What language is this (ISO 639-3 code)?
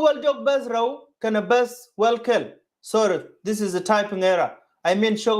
nus